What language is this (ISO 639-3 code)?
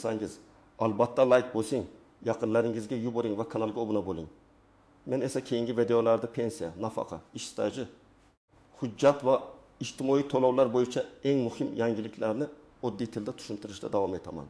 uzb